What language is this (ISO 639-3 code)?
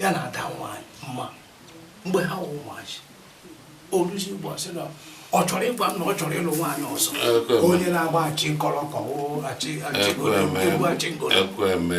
ibo